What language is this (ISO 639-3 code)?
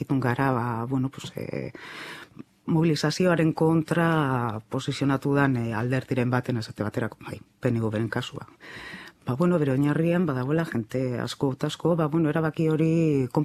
eus